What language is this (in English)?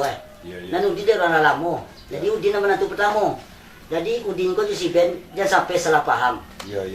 Minangkabau